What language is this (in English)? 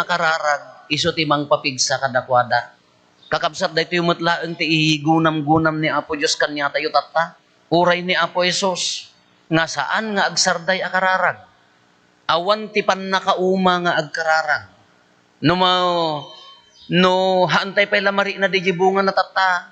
Iloko